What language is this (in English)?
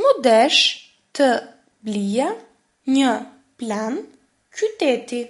Albanian